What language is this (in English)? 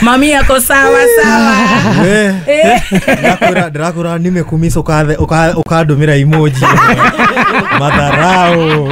Kikuyu